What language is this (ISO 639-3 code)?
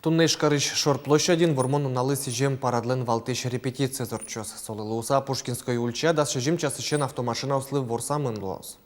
udm